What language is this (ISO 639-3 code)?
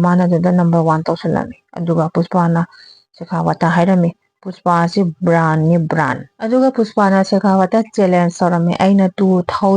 mni